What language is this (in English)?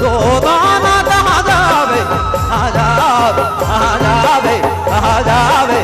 Sadri